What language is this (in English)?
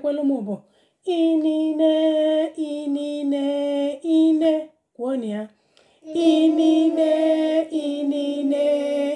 Igbo